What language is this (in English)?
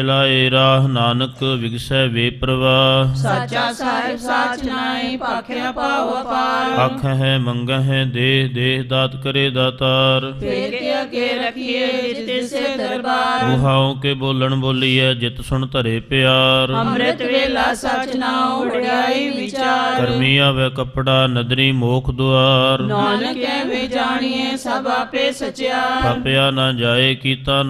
Punjabi